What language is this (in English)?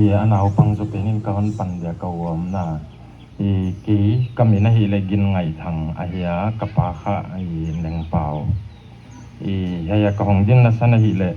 Paite Chin